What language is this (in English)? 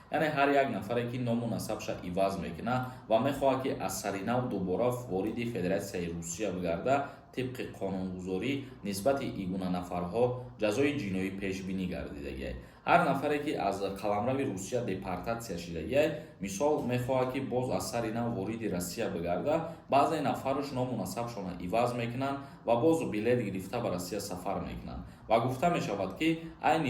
Tajik